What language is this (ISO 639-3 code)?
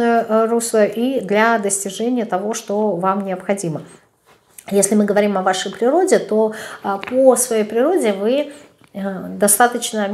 rus